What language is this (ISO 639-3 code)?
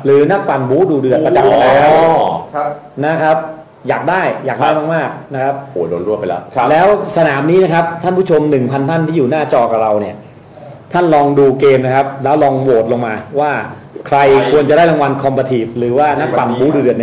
tha